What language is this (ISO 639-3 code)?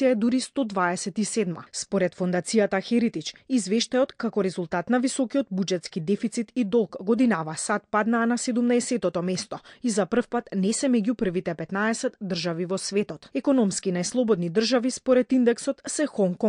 mkd